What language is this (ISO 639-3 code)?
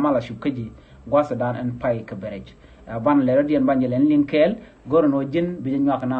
nus